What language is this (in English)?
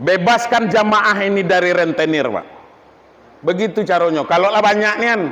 Minangkabau